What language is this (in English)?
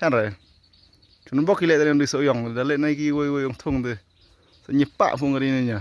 Khasi